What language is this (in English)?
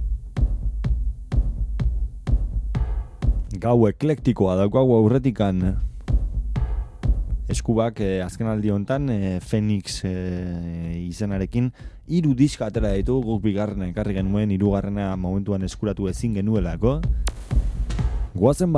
Basque